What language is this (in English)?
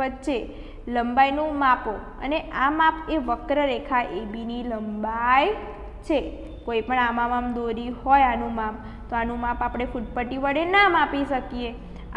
Gujarati